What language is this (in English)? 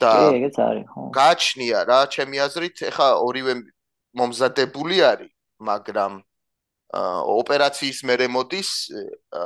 Georgian